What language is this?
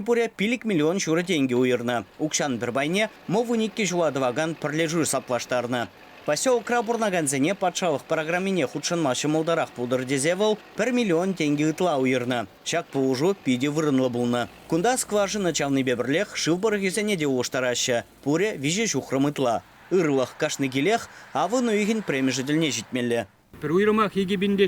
Chuvash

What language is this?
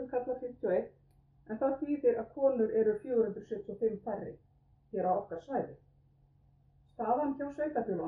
Icelandic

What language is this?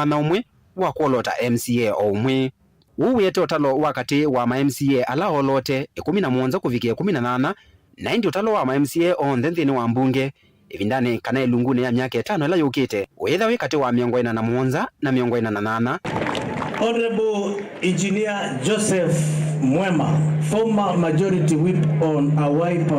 Kamba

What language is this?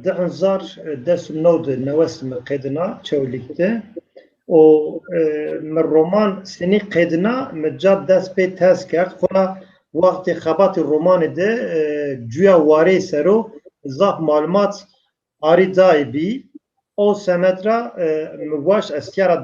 Zaza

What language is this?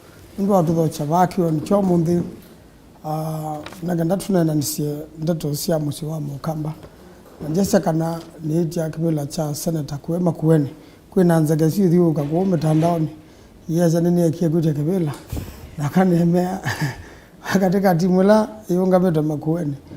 Kamba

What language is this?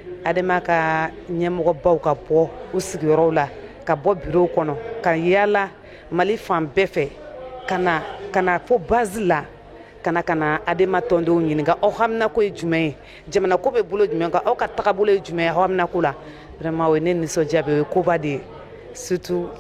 Bambara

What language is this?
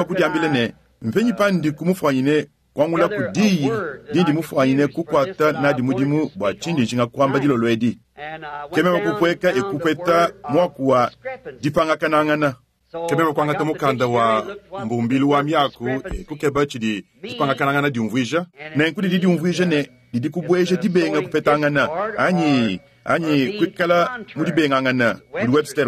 Luba-Lulua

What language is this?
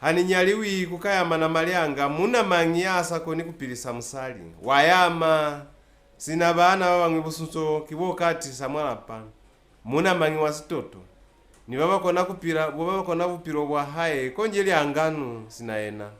Lozi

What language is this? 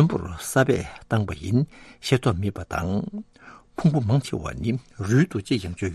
Tibetan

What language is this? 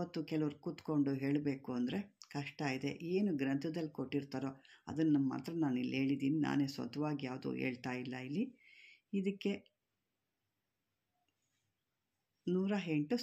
Kannada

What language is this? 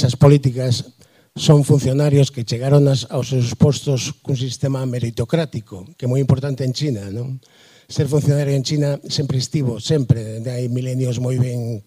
Galician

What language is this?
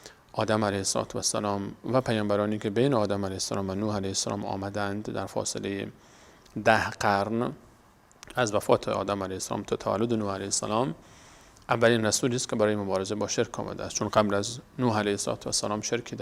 Persian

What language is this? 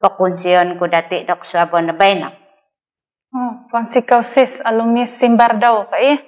Central Dusun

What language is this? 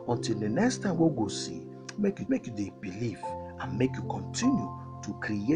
Nigerian Pidgin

